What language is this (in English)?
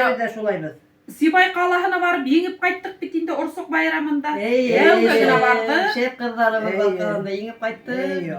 Bashkir